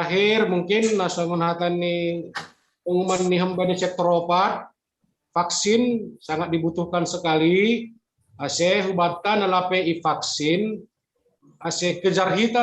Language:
Batak Simalungun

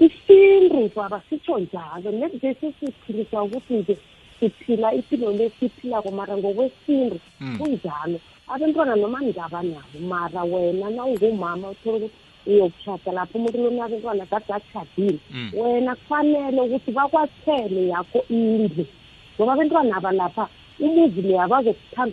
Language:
South Ndebele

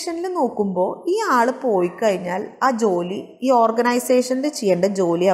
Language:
Malayalam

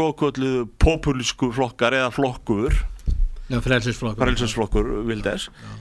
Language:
Icelandic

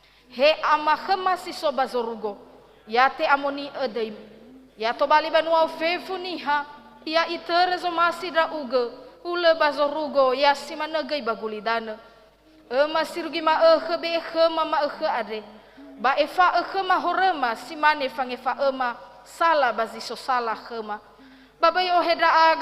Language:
Nias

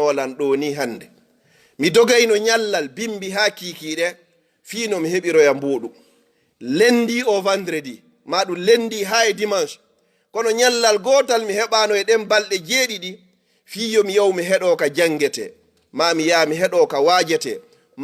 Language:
Fula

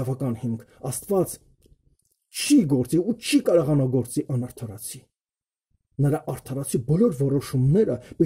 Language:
Armenian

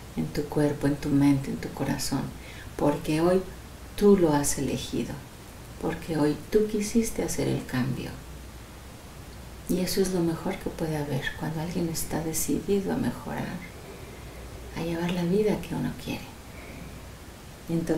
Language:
Spanish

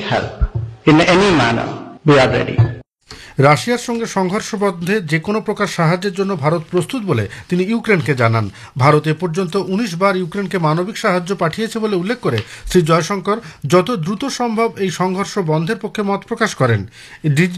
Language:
Bangla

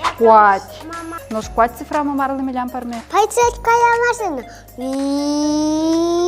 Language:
Udmurt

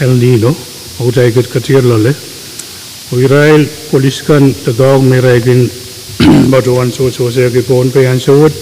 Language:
Pohnpeian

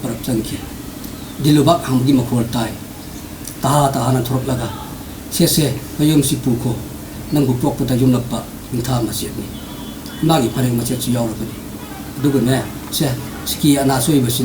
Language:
Manipuri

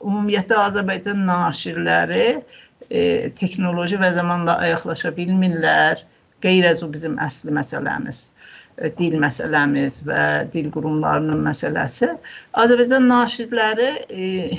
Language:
South Azerbaijani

